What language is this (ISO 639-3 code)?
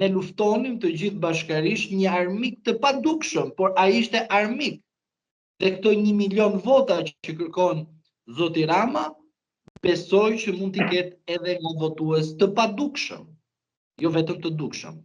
sqi